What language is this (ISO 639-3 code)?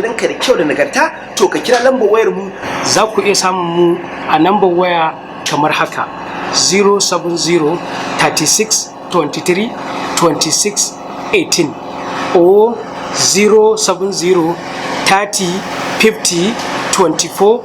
hau